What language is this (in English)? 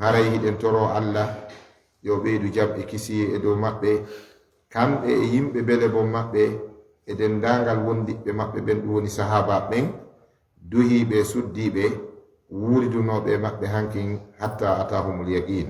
Fula